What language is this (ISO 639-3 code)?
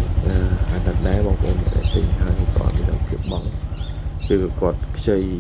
khm